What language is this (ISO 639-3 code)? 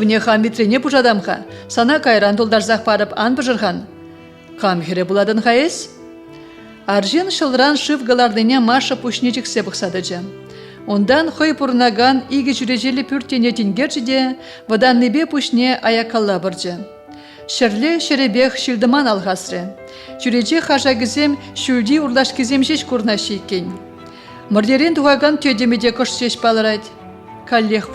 chv